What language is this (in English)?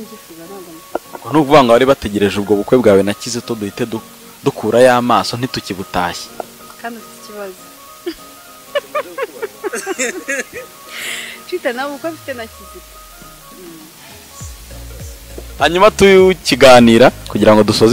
Kinyarwanda